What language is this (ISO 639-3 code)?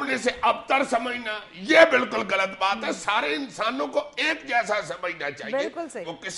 urd